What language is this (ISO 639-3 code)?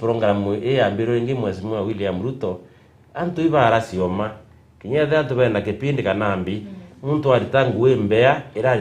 mer